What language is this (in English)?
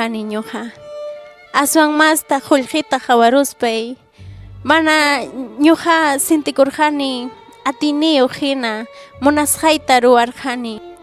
Ayacucho Quechua